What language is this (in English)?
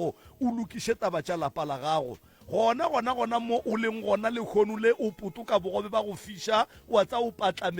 Northern Sotho